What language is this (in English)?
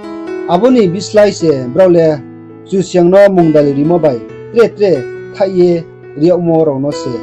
Riang (India)